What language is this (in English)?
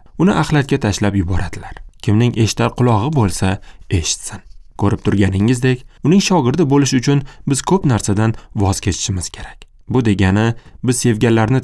Uzbek